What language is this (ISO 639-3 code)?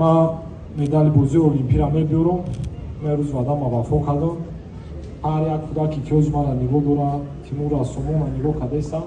tgk